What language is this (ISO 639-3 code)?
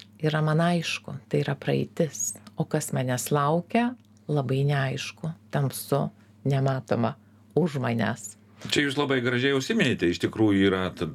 lit